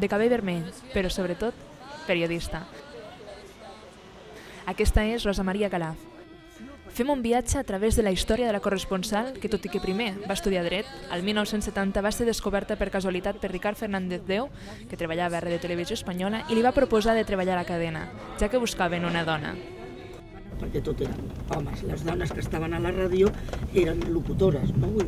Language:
Catalan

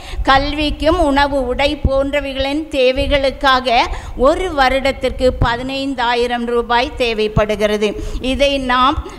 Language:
Tamil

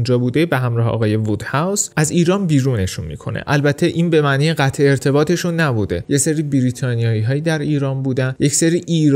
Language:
Persian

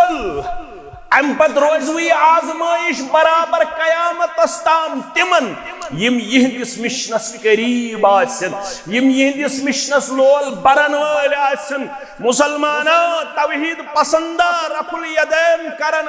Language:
Kashmiri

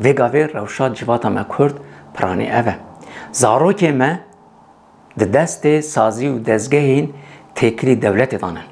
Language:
Kurdish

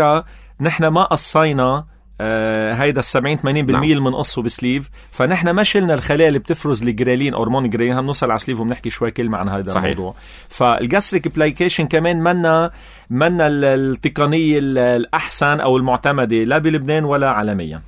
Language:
North Levantine Arabic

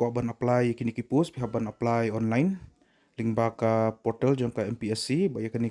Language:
Khasi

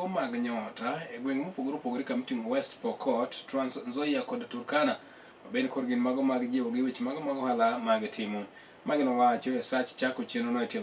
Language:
Luo (Kenya and Tanzania)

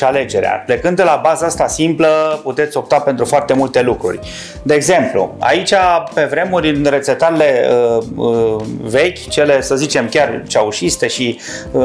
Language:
Romanian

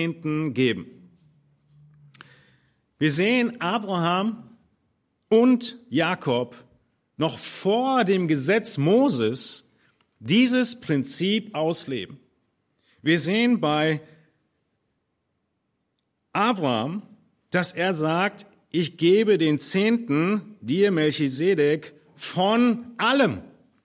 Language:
German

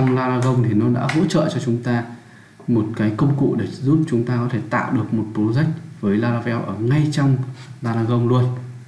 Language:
Vietnamese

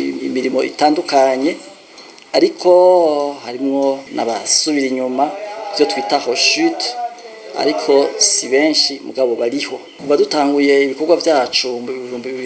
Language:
Rundi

